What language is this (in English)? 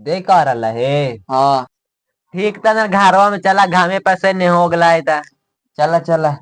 Magahi